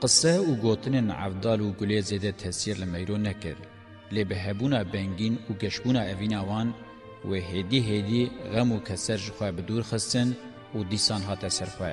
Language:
Kurdish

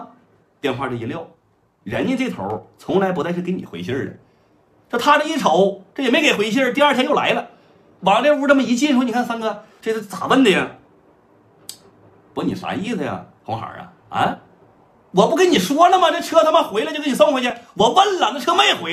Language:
Chinese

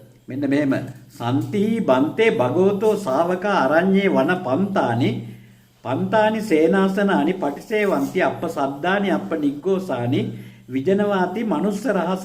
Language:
Sinhala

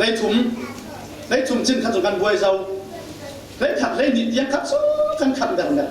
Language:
Falam Chin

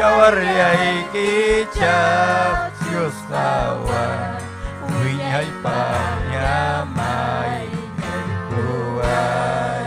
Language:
Ayacucho Quechua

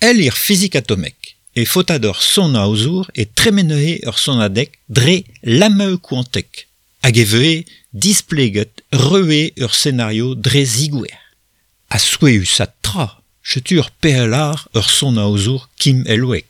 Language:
Breton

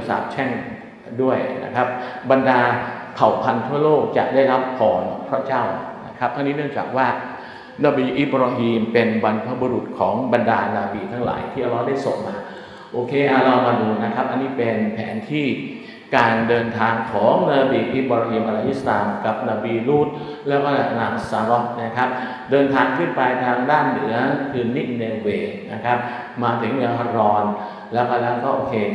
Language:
Thai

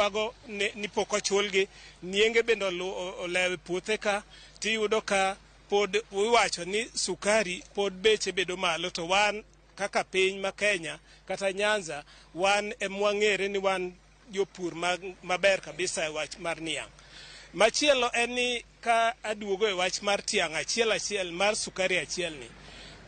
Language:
Luo (Kenya and Tanzania)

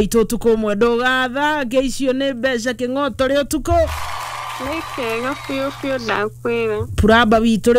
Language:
Kikuyu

